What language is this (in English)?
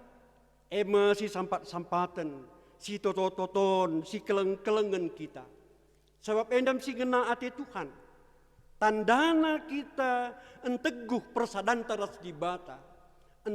Batak Karo